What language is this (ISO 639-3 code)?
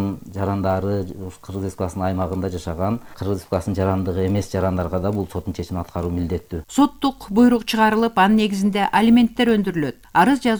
kir